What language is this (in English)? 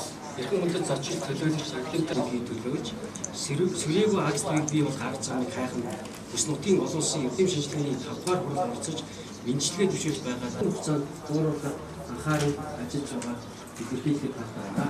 Mongolian